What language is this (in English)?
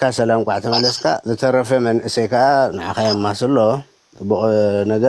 Tigrinya